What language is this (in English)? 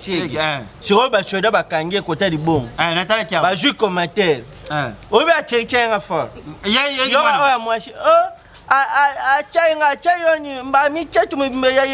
Lingala